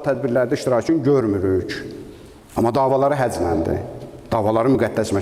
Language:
Azerbaijani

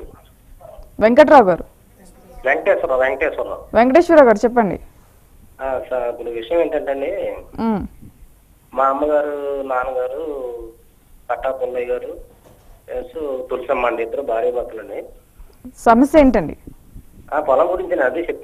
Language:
Telugu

